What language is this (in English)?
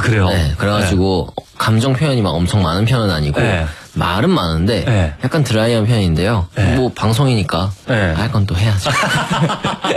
Korean